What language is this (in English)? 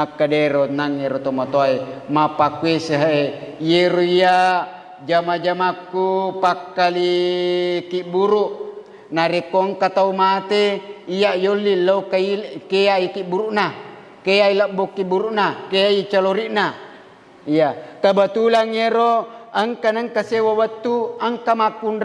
Buginese